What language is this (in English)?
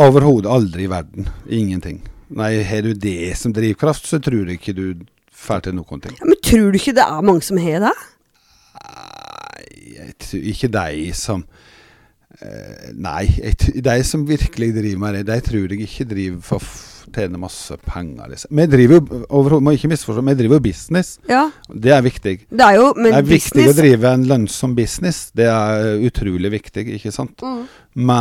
Norwegian